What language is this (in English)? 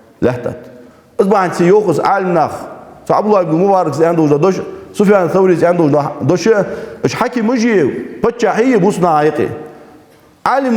Ingush